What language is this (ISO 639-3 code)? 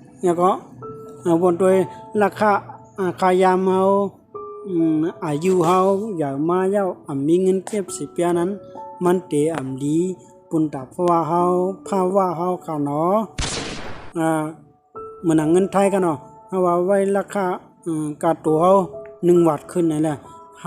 shn